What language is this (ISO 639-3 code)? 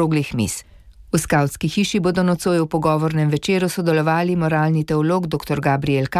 slv